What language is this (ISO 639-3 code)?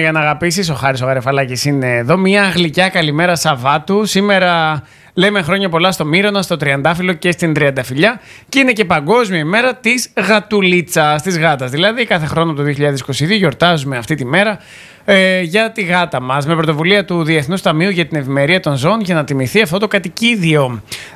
ell